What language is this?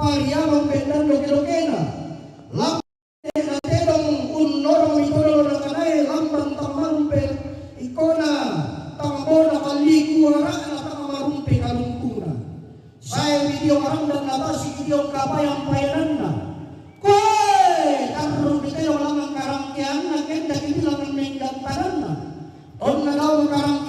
Toraja-Sa'dan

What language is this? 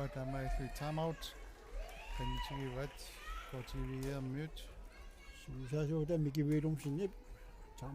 Kalaallisut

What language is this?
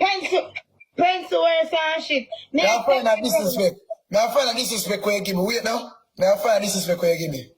Jamaican Creole English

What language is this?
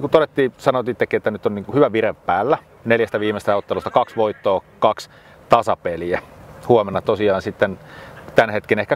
Finnish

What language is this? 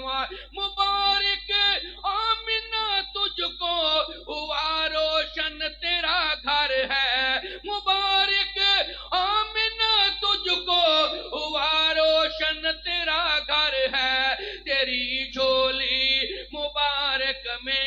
Western Panjabi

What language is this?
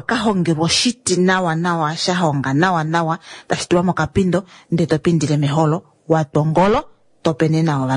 Kuanyama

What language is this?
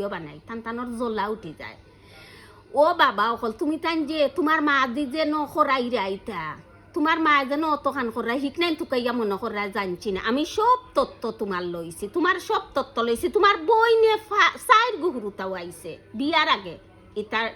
Sylheti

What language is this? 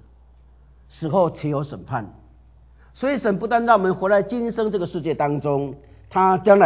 Chinese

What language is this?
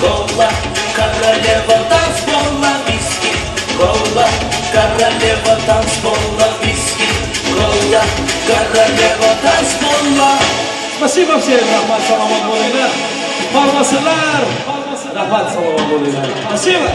Turkmen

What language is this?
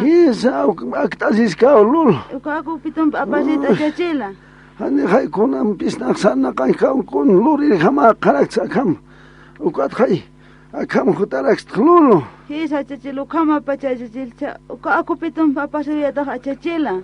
Aymara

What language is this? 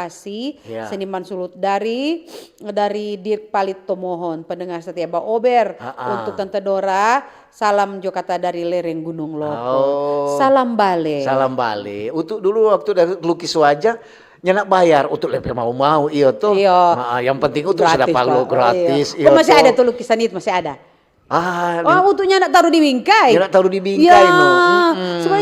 Manado Malay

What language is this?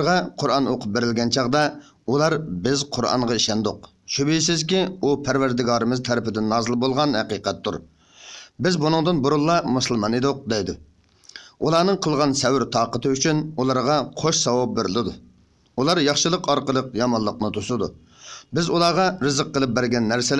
Uyghur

